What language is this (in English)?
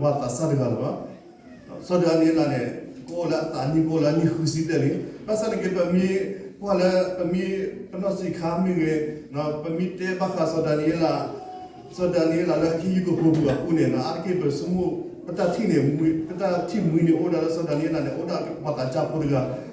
S'gaw Karen